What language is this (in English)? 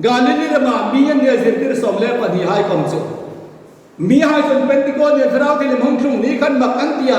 Hmar